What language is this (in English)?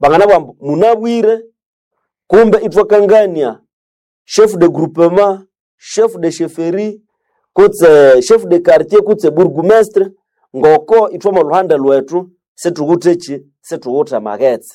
Nande